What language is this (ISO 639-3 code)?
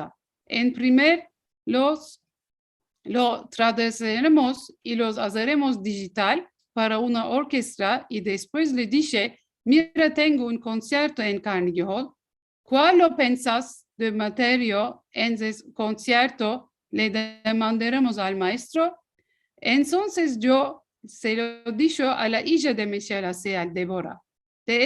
lad